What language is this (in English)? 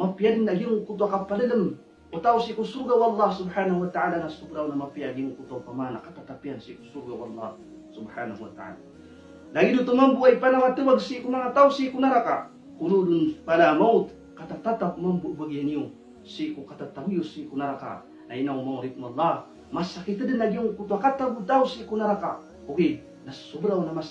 Maranao